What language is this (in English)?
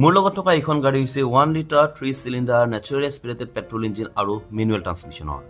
Assamese